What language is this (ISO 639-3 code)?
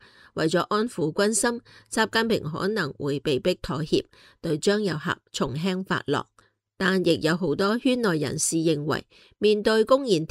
yue